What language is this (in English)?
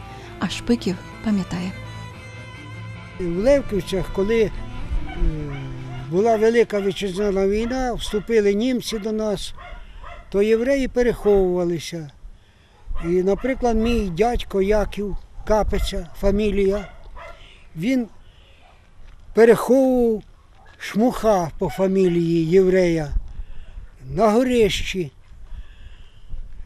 Ukrainian